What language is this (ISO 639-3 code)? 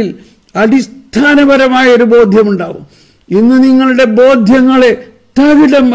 mal